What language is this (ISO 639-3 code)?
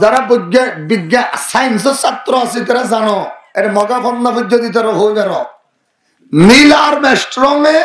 rhg